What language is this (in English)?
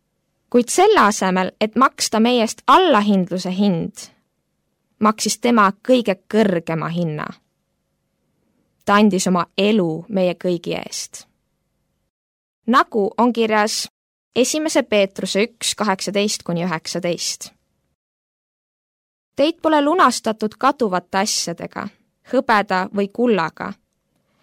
Estonian